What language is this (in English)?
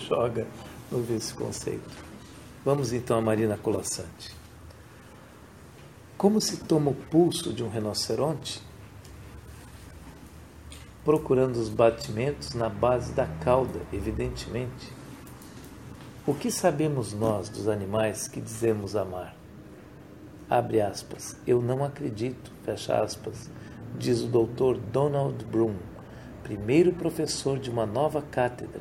Portuguese